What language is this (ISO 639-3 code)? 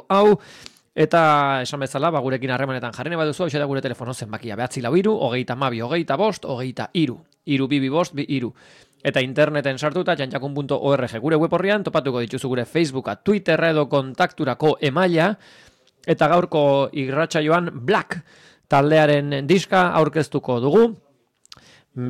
eus